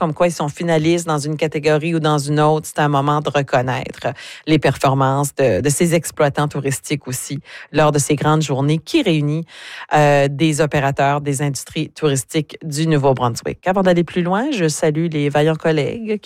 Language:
French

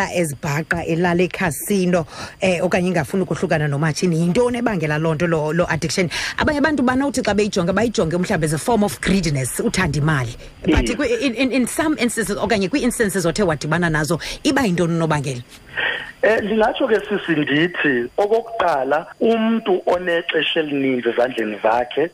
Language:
Xhosa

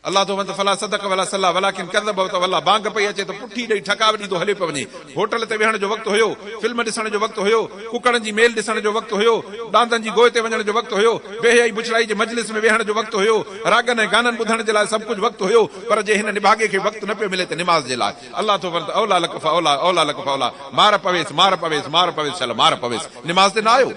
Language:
Sindhi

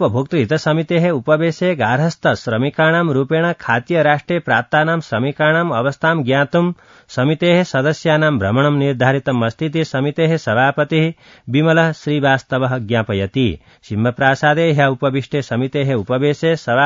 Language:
Sanskrit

